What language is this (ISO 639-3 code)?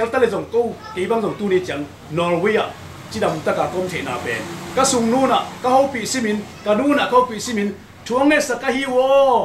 ctd